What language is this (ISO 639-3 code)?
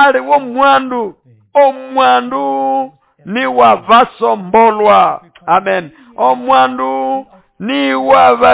nnb